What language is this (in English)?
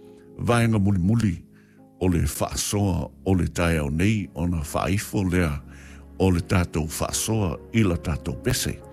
Samoan